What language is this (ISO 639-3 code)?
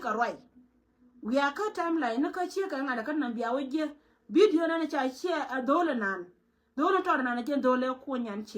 nus